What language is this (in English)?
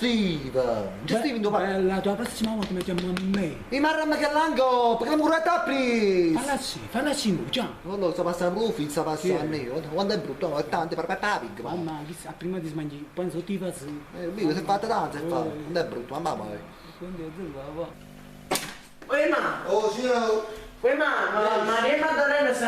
Neapolitan